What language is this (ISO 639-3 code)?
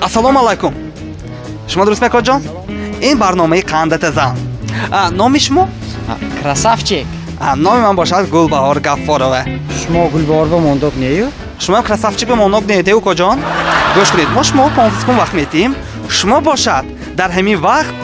tgk